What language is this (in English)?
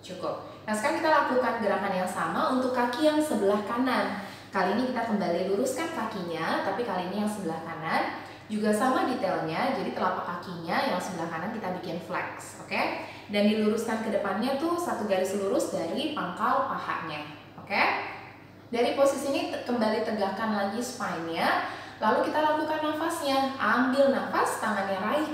Indonesian